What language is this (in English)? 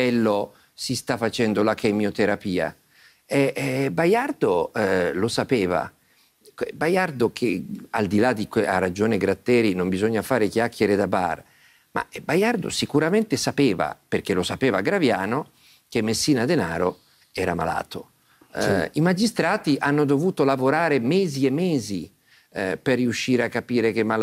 Italian